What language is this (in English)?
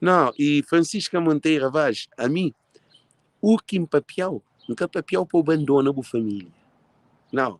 Kabuverdianu